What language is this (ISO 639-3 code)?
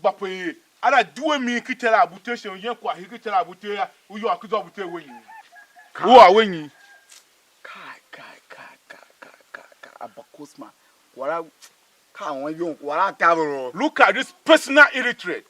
tiv